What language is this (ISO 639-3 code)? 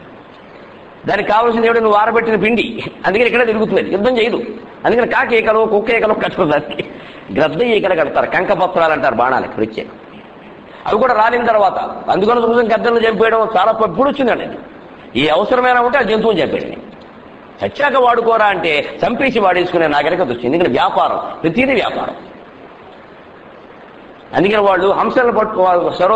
tel